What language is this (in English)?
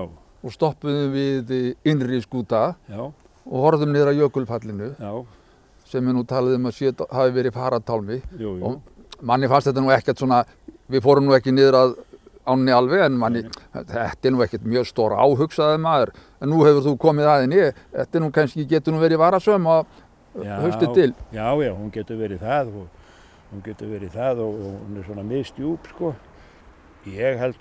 Icelandic